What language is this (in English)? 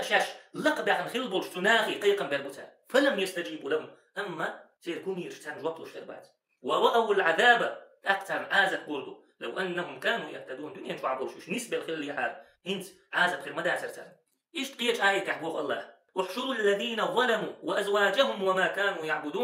Chechen